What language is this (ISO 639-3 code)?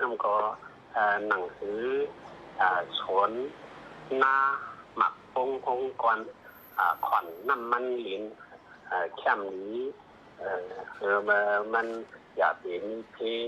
shn